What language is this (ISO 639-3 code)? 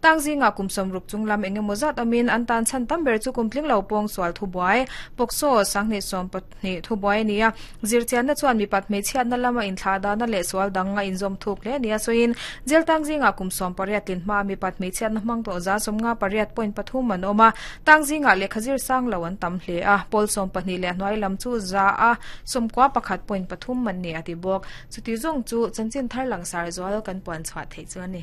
lus